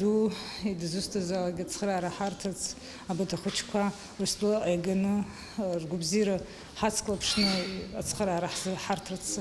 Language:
Abkhazian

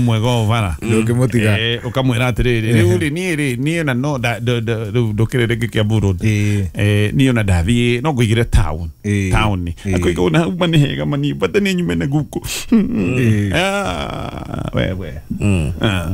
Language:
Kikuyu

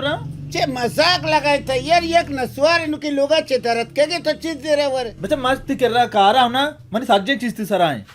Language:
Baluchi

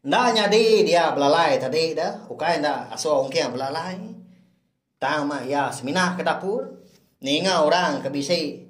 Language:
Iban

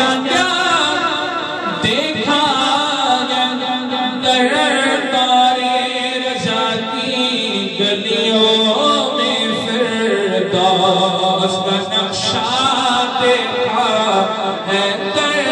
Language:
Urdu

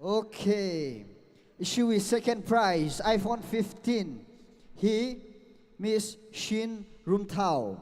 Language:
Tangkhul Naga (India)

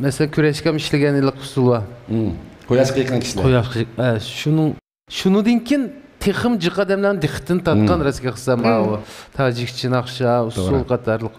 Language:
Uyghur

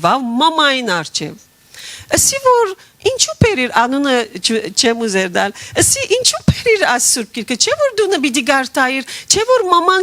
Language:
Western Armenian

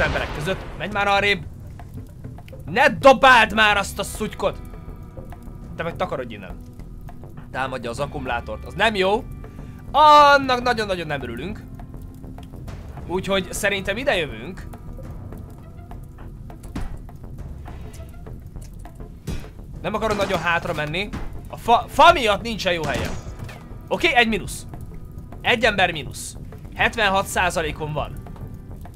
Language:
Hungarian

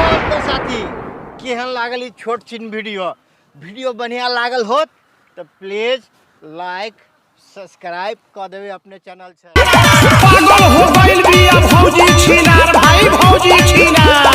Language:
Maithili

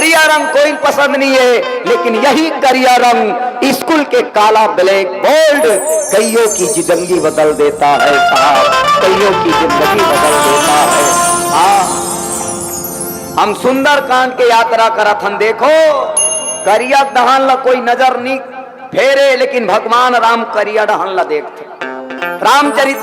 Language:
Chhattisgarhi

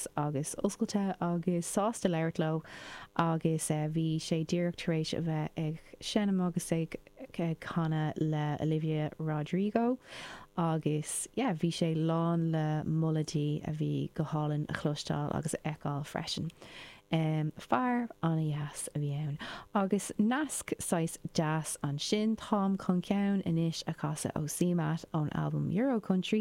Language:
Irish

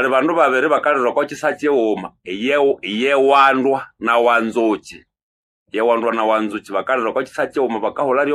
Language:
Nande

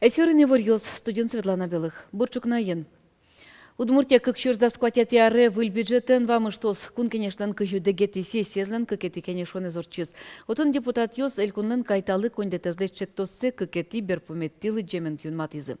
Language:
Udmurt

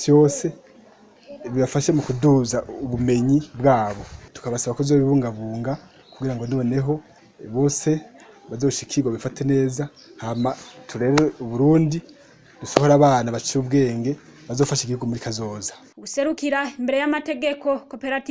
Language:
Rundi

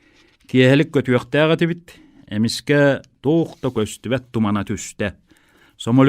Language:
Yakut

